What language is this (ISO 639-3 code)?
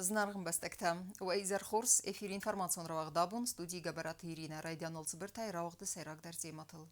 oss